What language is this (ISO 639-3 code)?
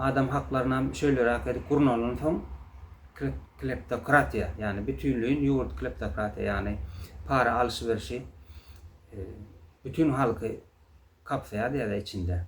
tuk